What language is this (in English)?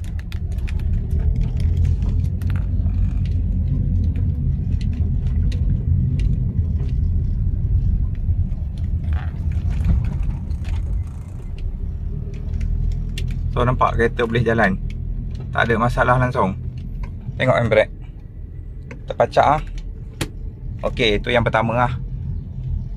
Malay